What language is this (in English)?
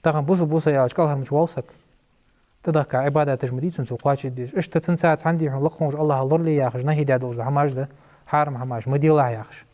Ingush